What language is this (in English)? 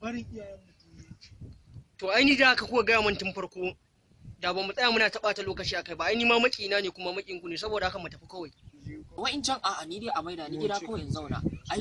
Hausa